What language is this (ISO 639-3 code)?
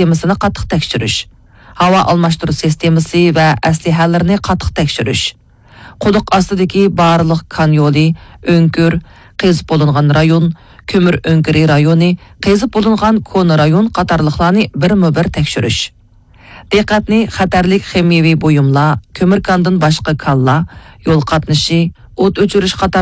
uig